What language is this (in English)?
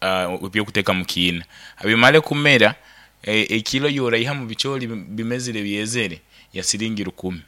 Nyoro